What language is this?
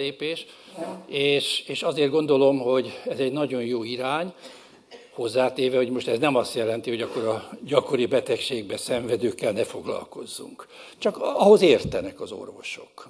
Hungarian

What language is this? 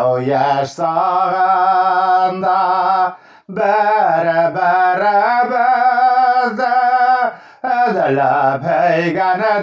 Bashkir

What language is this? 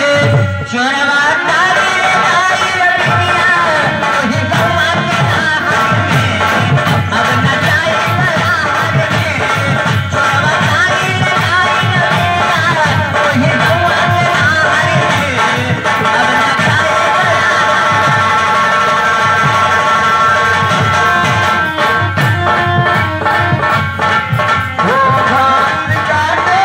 Bhojpuri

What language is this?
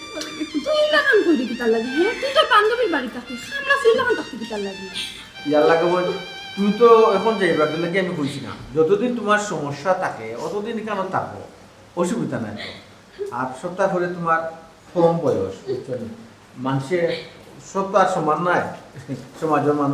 Sylheti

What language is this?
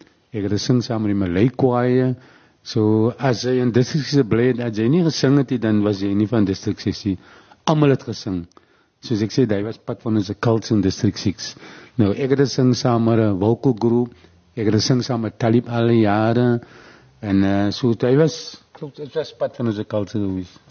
Afrikaans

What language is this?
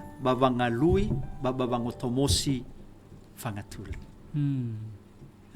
Nias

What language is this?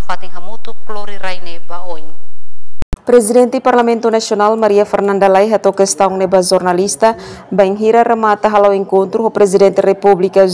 Tetum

